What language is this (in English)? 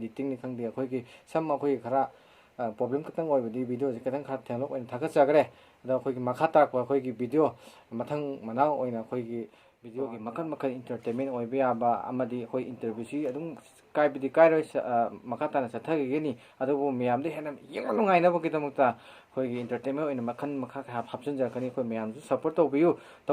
Manipuri